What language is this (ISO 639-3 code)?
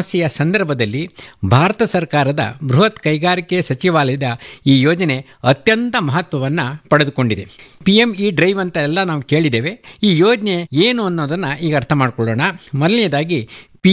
kan